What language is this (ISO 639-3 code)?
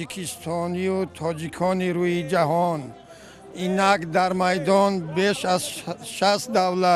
tgk